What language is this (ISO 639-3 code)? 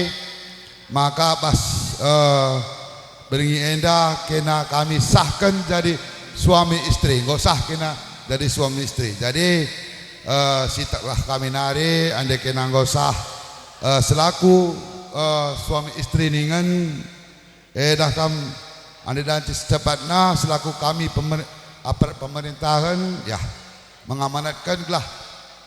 btx